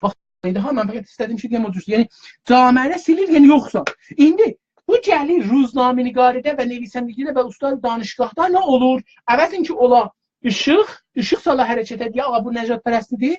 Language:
South Azerbaijani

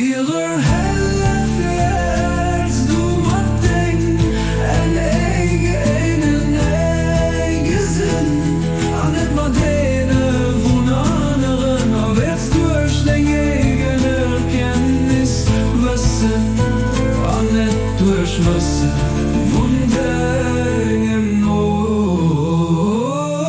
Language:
Luxembourgish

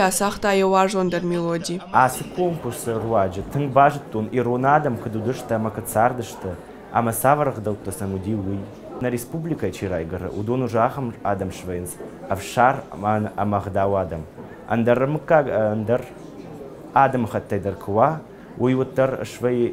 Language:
Ossetic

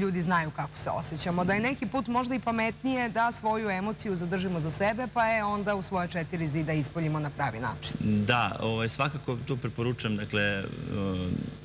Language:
Serbian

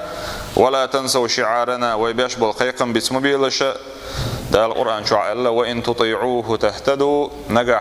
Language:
Chechen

